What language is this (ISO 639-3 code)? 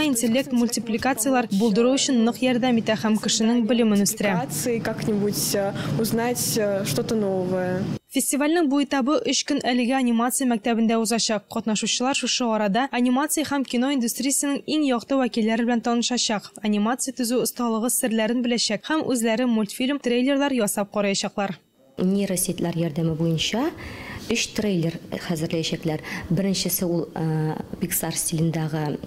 tat